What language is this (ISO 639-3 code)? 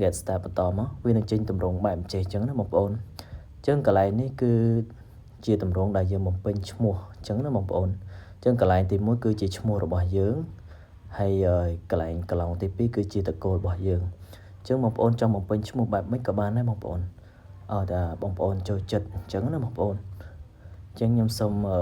khm